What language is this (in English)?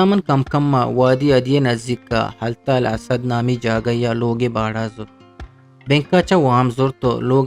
Eastern Balochi